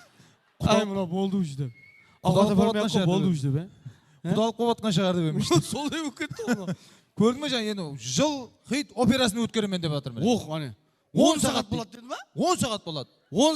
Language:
Kara-Kalpak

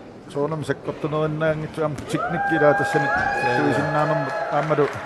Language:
Kalaallisut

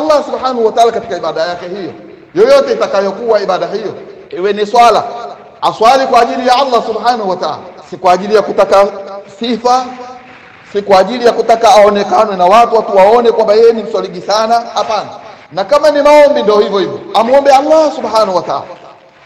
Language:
Swahili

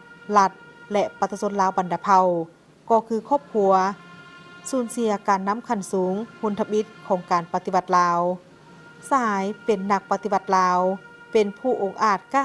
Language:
Lao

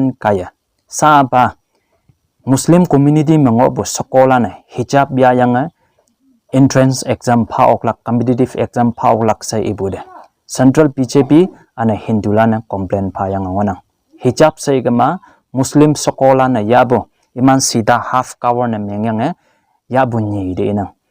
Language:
Konyak Naga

